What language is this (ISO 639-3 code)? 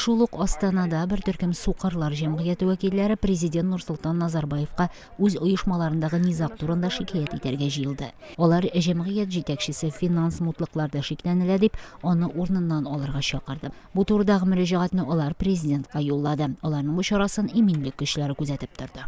tat